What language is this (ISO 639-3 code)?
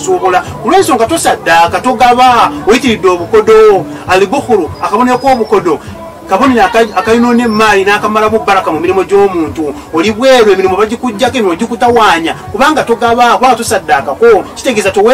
lug